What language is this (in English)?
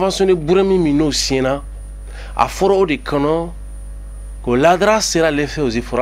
Bambara